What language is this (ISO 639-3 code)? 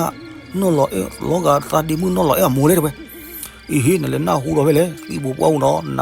ksw